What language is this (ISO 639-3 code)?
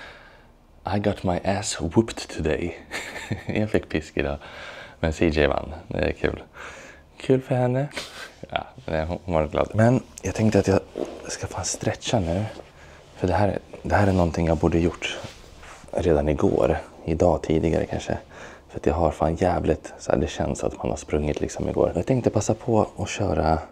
swe